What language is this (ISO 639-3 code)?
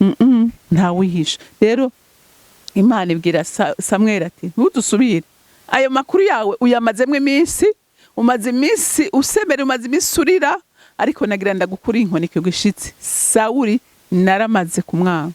run